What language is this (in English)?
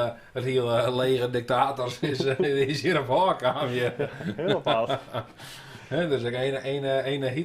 Western Frisian